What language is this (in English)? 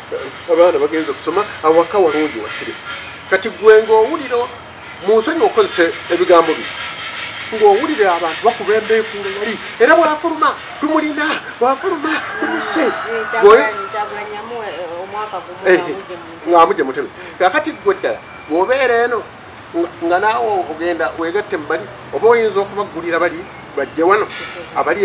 Ganda